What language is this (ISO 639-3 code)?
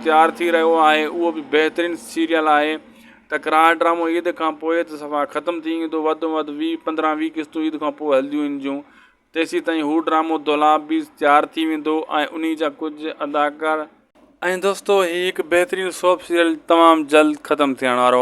snd